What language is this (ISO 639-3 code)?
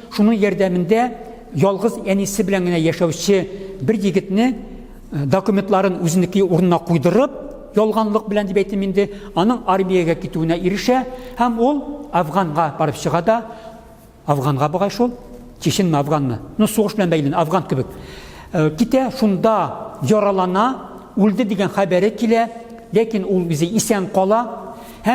tat